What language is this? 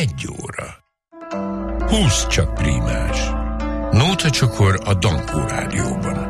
Hungarian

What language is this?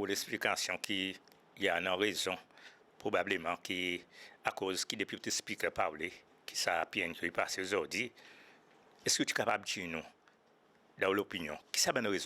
Seselwa Creole French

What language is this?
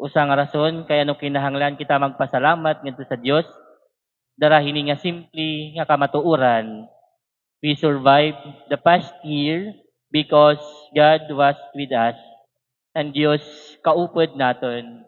Waray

